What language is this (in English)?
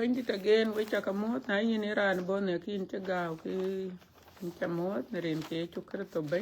Dinka